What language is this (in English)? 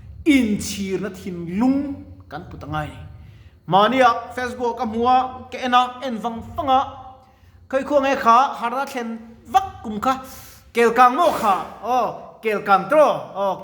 Mizo